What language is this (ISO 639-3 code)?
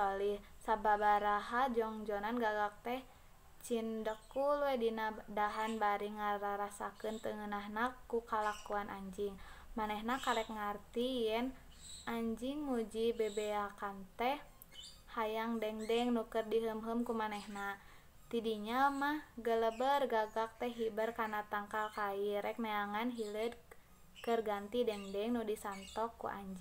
sun